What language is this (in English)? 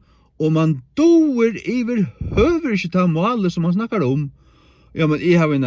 Faroese